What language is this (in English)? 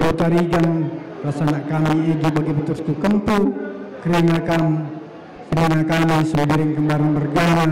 Batak Karo